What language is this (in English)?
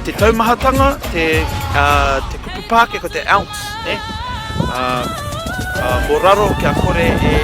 Māori